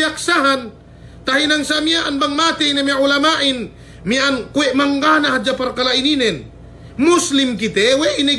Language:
Yakan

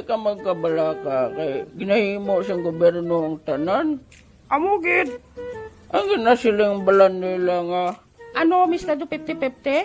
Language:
Hiligaynon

